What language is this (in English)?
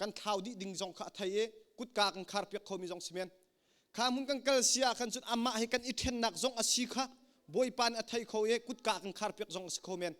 Hakha Chin